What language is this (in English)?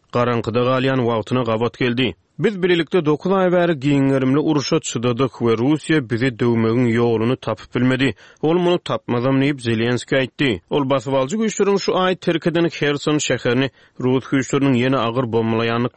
Turkmen